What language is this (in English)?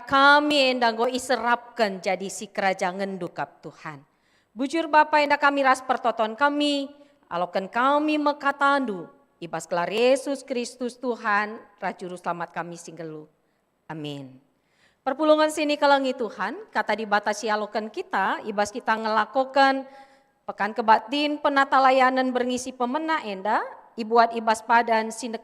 Batak Karo